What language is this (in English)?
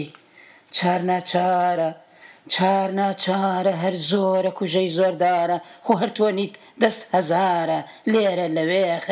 Central Kurdish